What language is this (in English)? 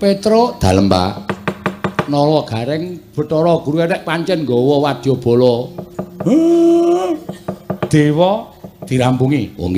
Javanese